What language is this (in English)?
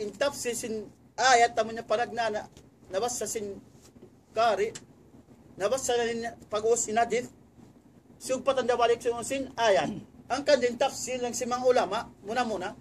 Tausug